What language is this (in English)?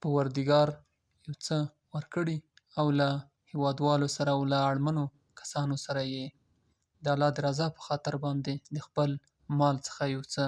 Pashto